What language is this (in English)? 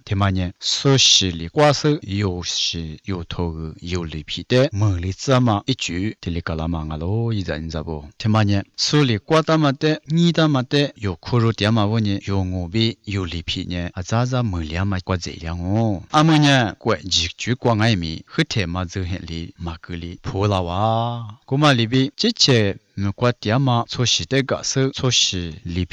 Lisu